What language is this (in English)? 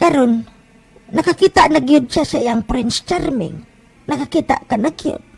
Cebuano